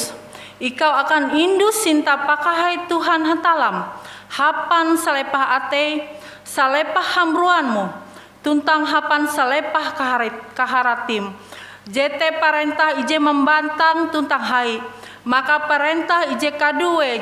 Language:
Ngaju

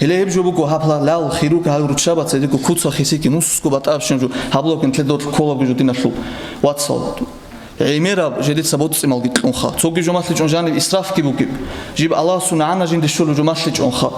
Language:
Avaric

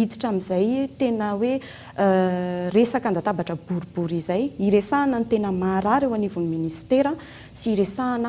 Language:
Malagasy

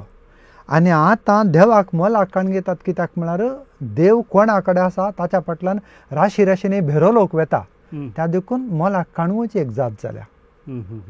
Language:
Konkani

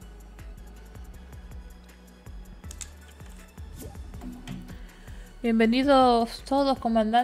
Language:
Spanish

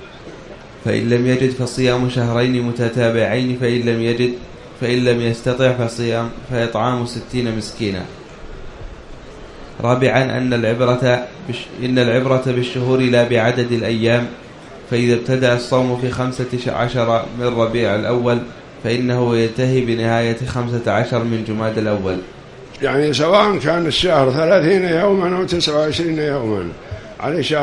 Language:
Arabic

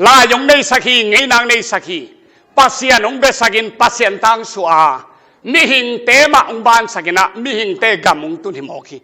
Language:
Tedim Chin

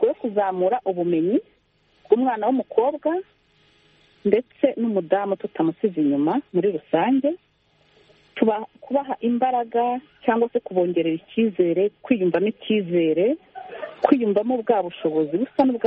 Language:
Kinyarwanda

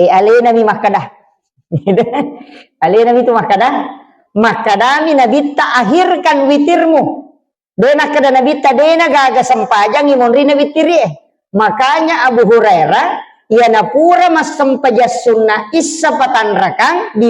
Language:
Buginese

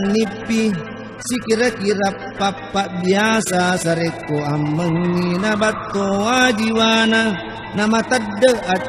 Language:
Buginese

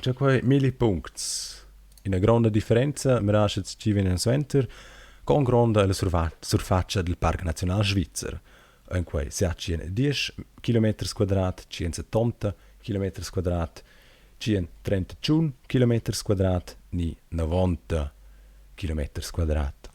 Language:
Romansh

